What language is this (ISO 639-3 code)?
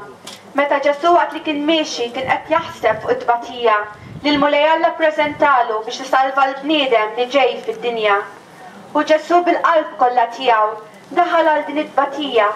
mlt